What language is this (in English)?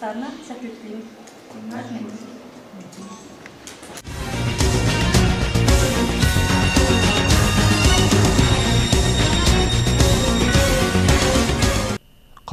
Kazakh